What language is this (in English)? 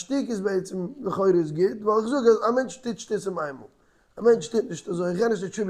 Yiddish